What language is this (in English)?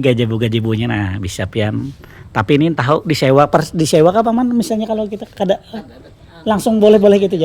Banjar